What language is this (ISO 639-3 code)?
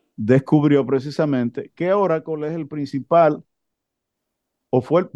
spa